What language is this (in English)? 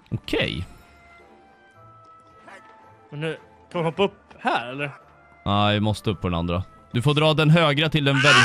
Swedish